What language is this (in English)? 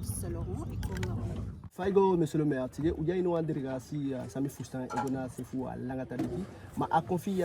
Eastern Maroon Creole